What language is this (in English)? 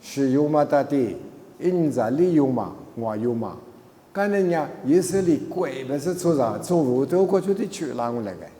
Lisu